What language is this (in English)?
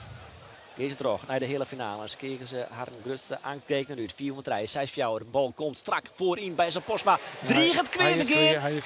Western Frisian